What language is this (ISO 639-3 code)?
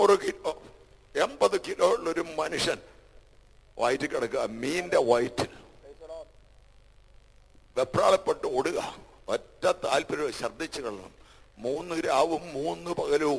mal